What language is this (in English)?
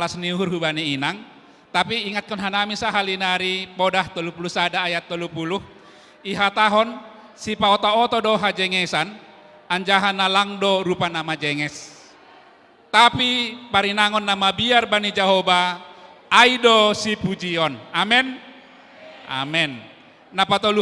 Batak Simalungun